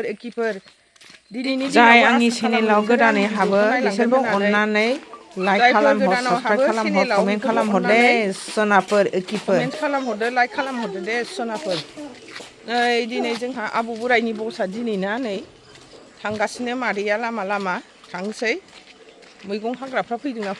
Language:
Bodo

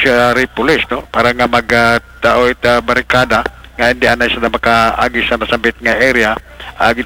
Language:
Aklanon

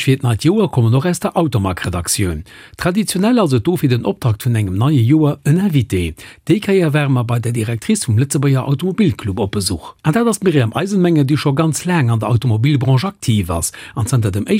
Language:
Luxembourgish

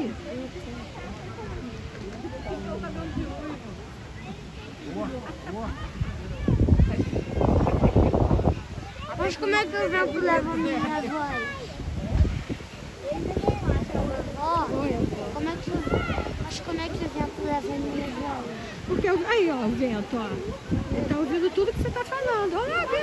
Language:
Portuguese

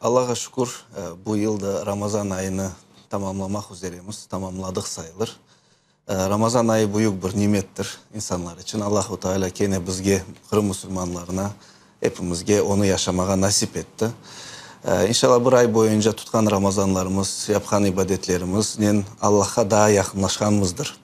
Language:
Crimean Tatar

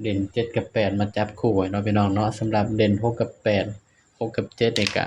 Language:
Northeastern Thai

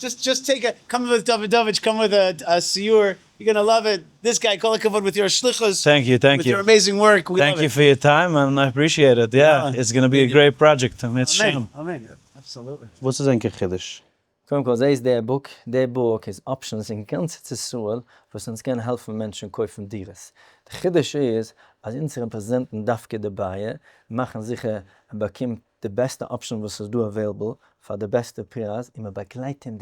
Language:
Yiddish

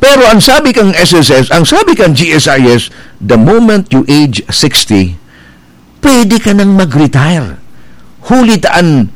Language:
Bikol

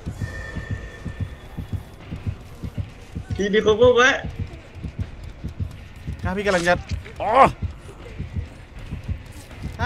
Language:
Thai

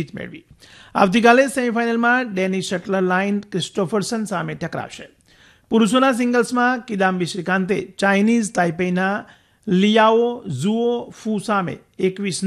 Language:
Gujarati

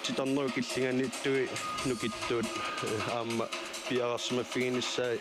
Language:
Kalaallisut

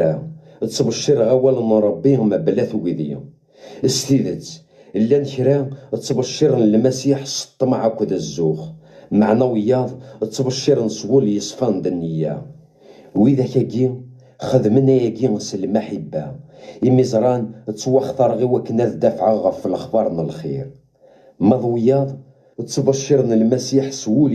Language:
Kabyle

